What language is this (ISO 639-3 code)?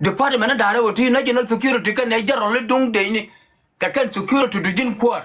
nus